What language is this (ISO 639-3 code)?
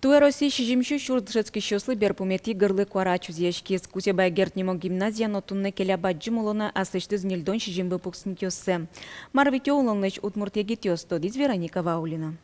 udm